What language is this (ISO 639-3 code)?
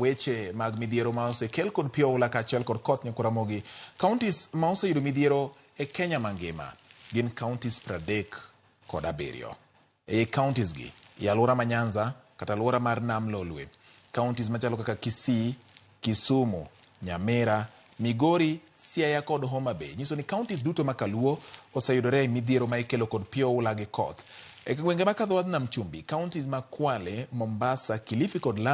luo